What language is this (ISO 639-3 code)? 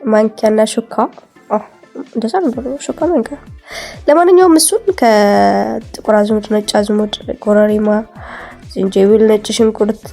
amh